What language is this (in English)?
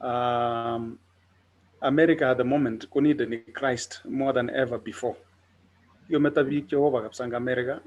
Kalenjin